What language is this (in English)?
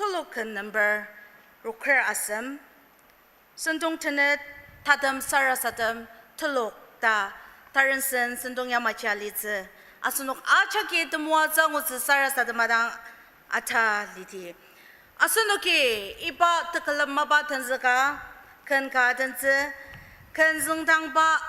Ao Naga